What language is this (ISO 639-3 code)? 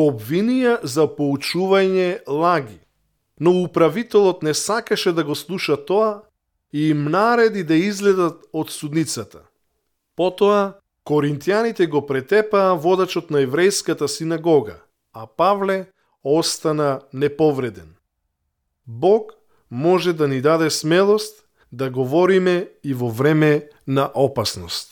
mkd